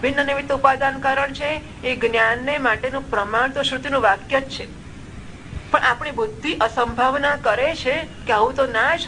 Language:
Gujarati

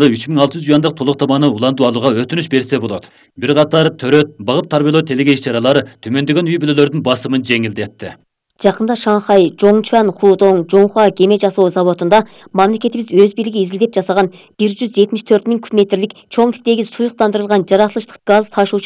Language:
Kyrgyz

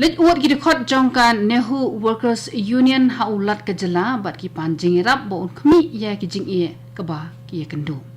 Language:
Khasi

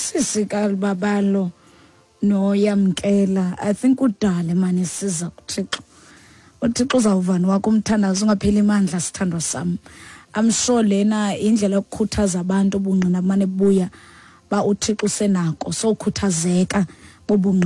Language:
Xhosa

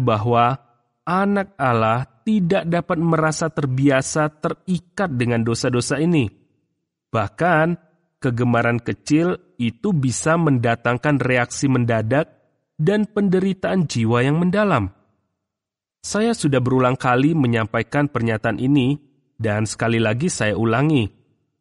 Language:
Indonesian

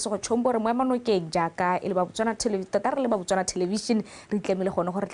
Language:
Tswana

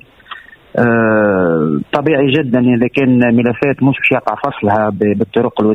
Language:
Tunisian Arabic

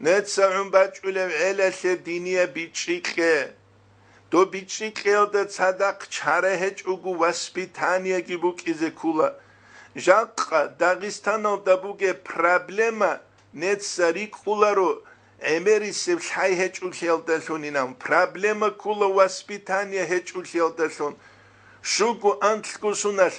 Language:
Avaric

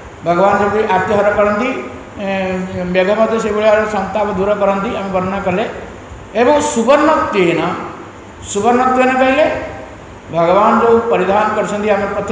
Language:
Odia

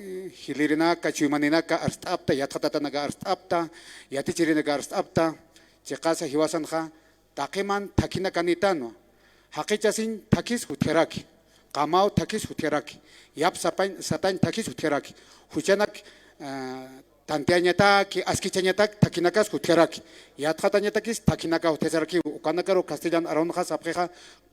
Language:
Aymara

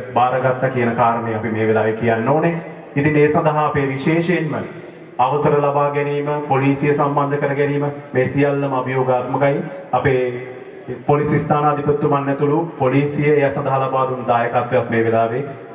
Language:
Sinhala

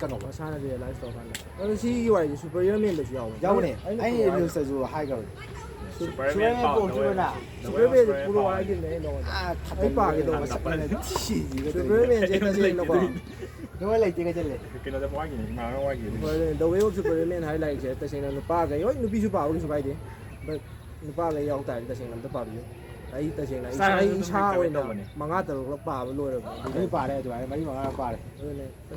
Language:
Manipuri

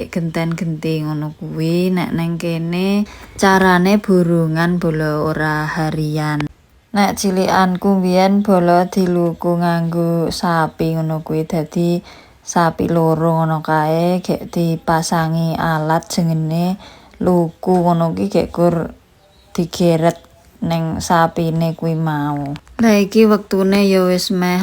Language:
Javanese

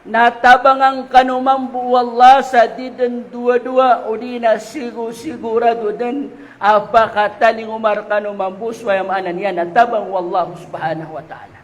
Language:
Maranao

